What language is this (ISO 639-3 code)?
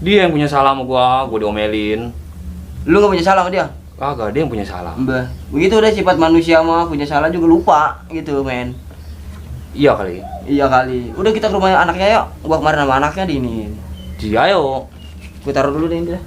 bew